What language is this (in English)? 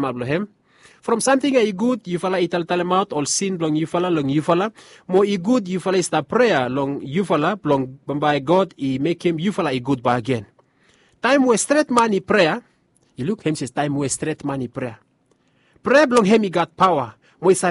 Bislama